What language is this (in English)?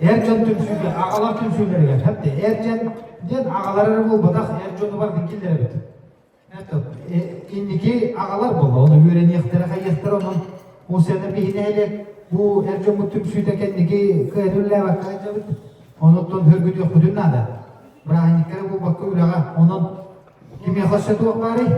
Yakut